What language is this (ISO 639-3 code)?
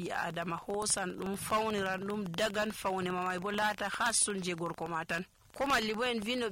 fuv